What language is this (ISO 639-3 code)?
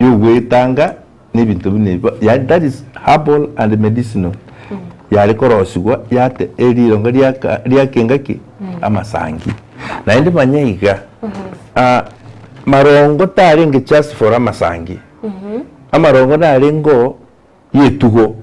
guz